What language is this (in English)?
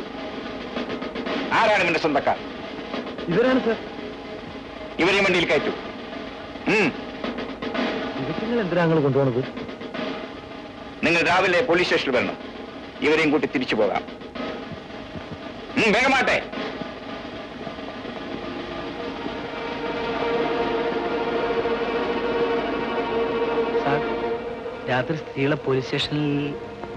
Malayalam